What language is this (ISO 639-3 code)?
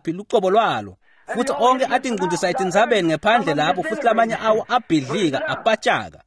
ssw